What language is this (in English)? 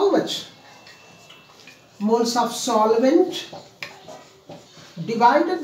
Hindi